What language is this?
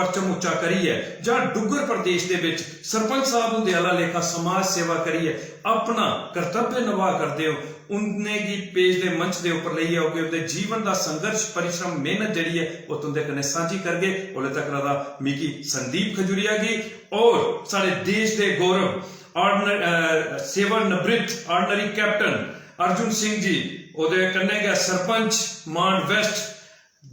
Dogri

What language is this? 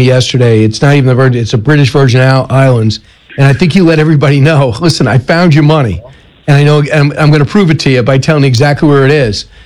English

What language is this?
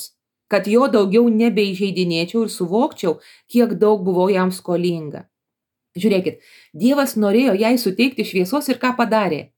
Lithuanian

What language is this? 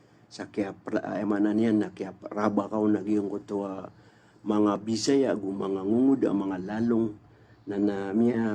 Maranao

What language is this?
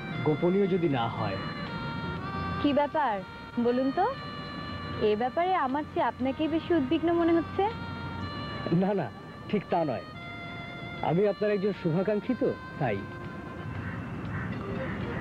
Bangla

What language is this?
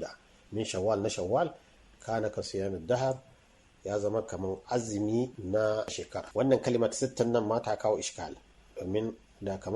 Hausa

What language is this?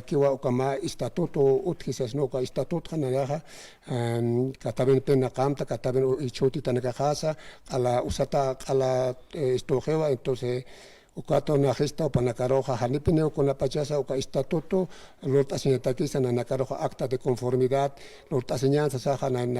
Aymara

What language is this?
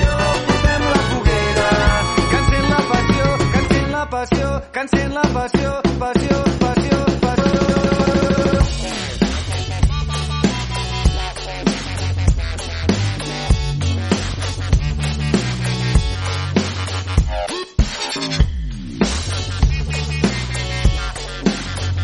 Catalan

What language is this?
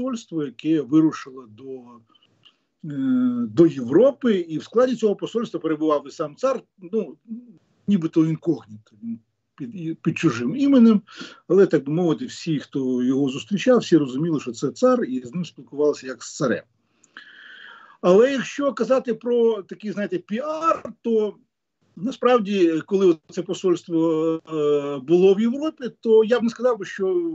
Ukrainian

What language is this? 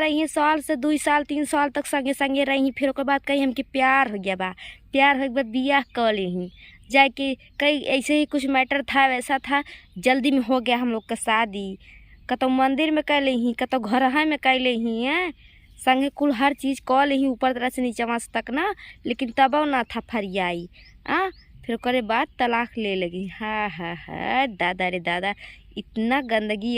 Bhojpuri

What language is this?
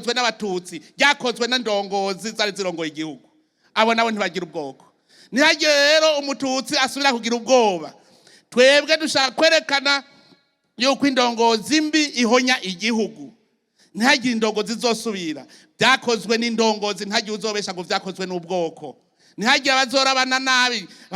Rundi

